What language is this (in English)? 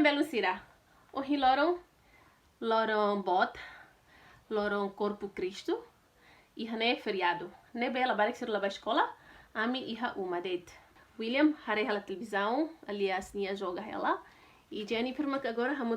Tetum